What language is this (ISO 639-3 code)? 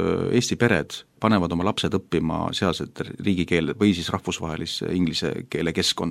est